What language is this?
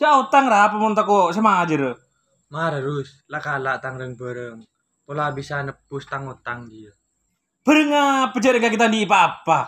Madurese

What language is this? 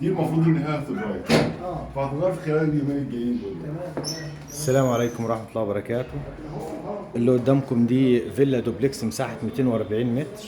Egyptian Arabic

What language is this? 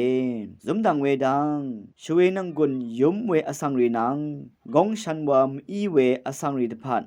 Rawang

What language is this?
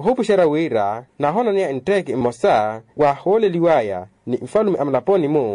Makhuwa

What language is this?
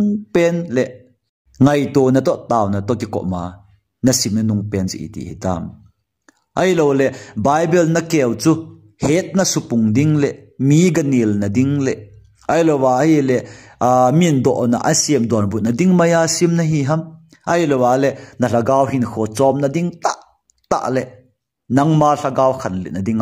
Thado Chin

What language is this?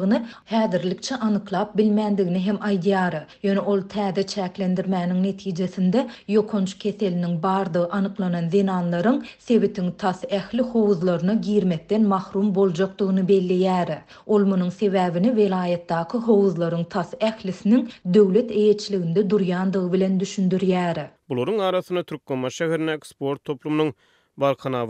Turkmen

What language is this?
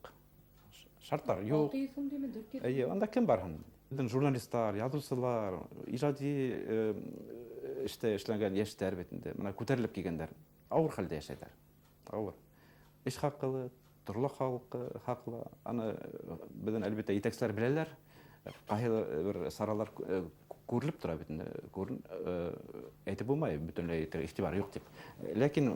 Bashkir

